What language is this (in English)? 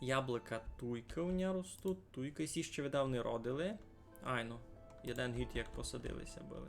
Rusyn